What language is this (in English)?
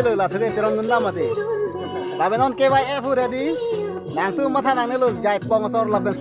Karbi